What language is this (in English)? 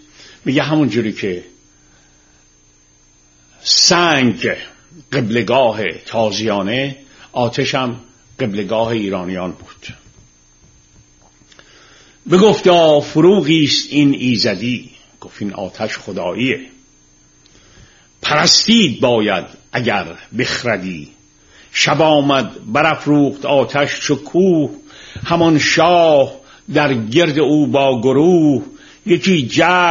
Persian